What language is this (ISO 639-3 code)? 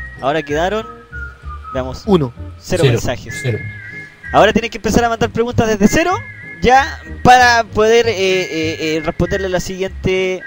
spa